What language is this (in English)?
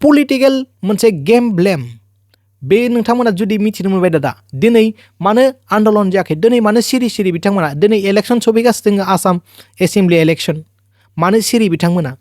Bodo